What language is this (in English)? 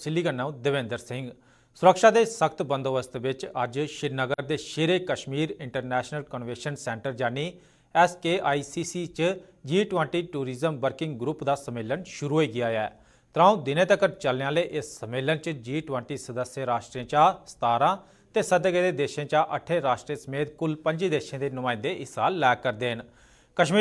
Dogri